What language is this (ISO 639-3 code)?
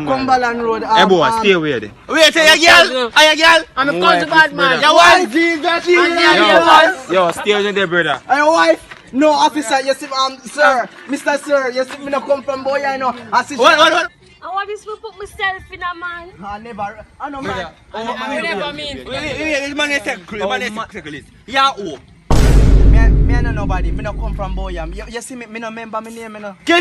jam